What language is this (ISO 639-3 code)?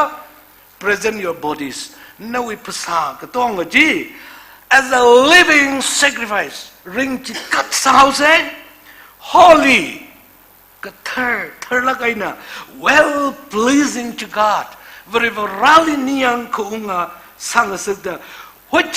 nmf